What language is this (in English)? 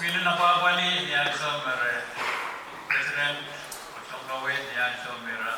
Pohnpeian